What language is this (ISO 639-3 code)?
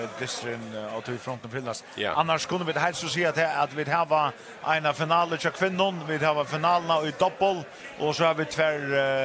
fao